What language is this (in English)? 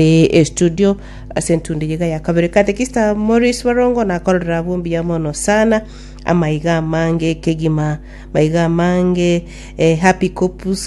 Gusii